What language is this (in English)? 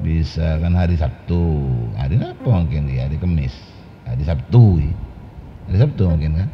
Madurese